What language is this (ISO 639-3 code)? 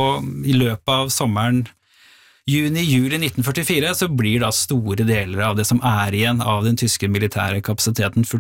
nor